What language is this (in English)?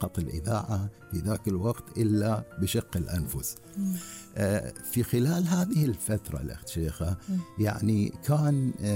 Gulf Arabic